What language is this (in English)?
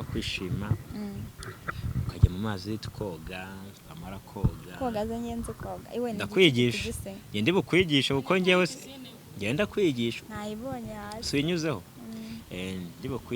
Kinyarwanda